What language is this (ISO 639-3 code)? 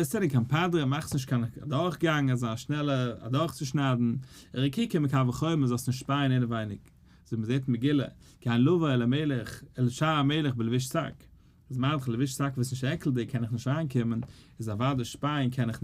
yid